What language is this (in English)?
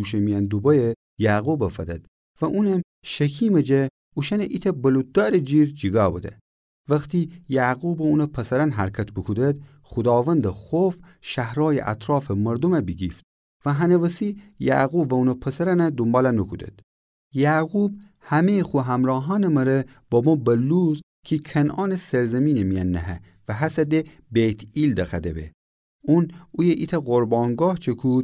Gilaki